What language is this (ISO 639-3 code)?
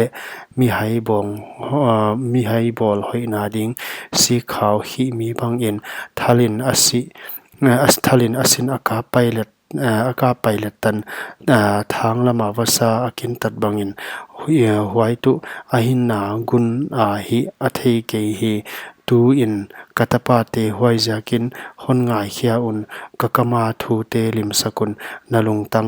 pck